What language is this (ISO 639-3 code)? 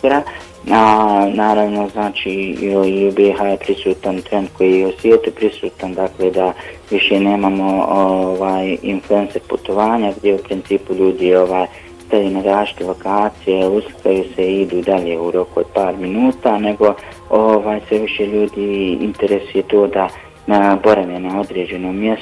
bos